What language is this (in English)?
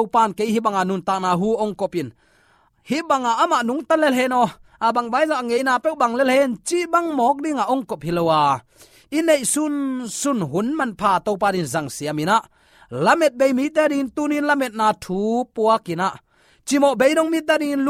Tedim Chin